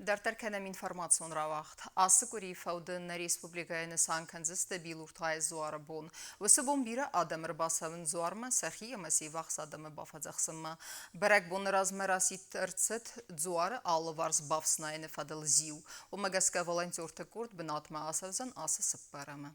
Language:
Ossetic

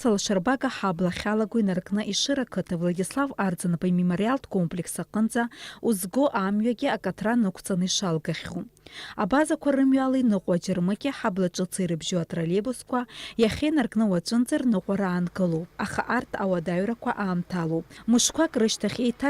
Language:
Abkhazian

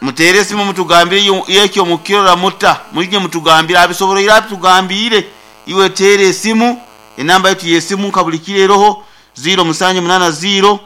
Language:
Nyoro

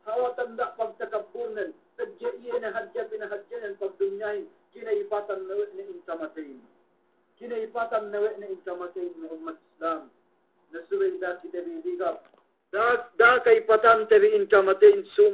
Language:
Yakan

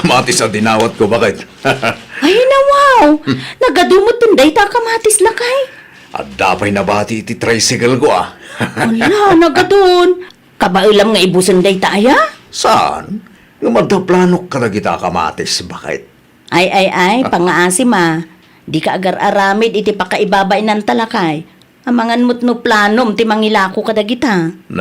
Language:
Iloko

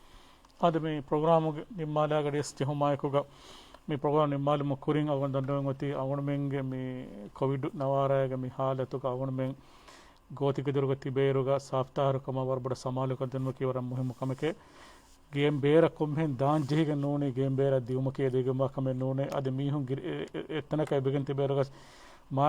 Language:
Divehi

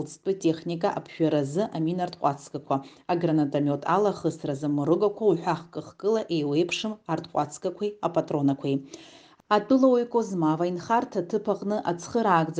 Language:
Abkhazian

